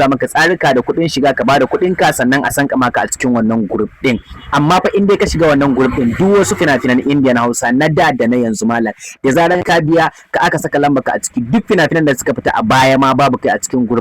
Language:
Hausa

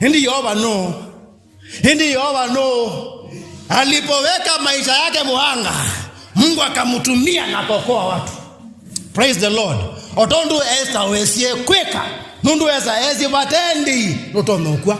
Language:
Kamba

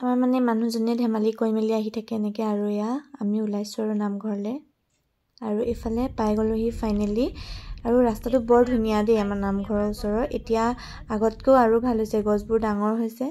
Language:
Assamese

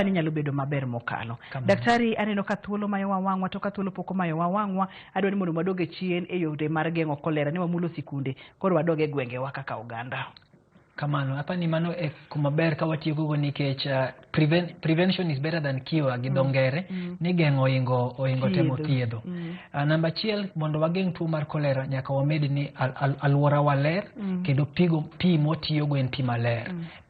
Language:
Luo (Kenya and Tanzania)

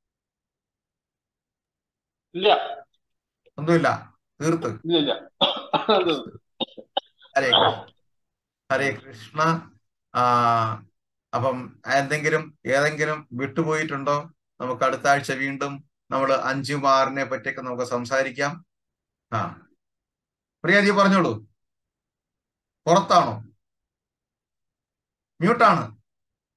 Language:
Malayalam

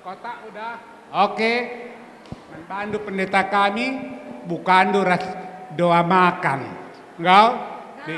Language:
Batak Karo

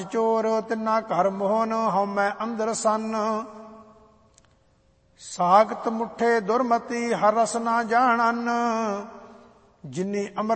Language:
Punjabi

